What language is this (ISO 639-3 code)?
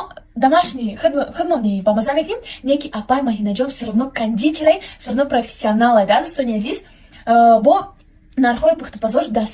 tgk